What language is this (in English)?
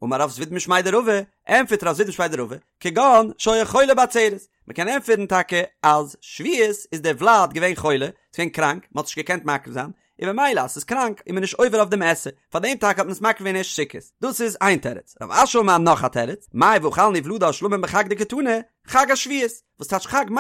Yiddish